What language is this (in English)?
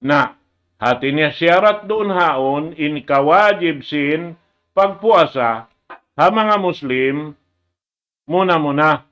Tausug